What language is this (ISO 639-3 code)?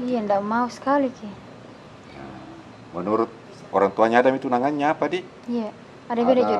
mfp